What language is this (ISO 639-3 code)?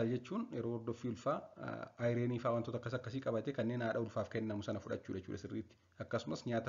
orm